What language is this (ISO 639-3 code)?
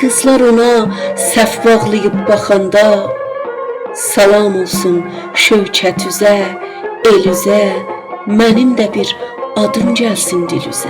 azb